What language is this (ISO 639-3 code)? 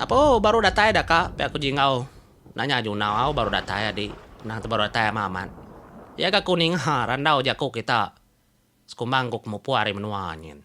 iba